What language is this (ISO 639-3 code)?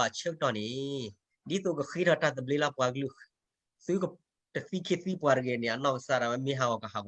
ksw